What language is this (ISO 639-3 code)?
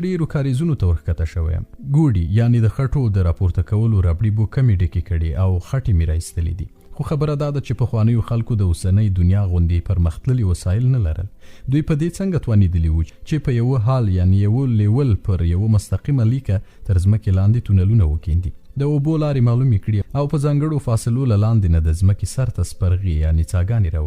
pus